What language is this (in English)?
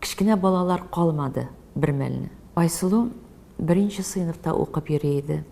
Tatar